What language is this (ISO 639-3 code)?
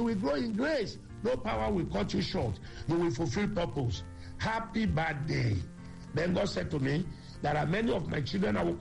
eng